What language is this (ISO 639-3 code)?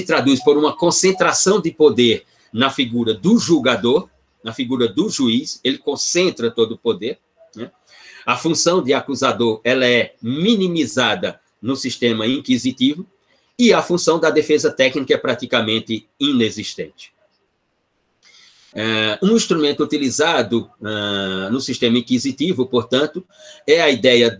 por